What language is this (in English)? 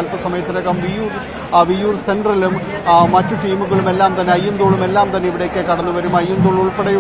Malayalam